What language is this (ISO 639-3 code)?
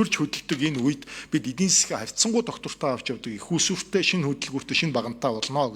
mon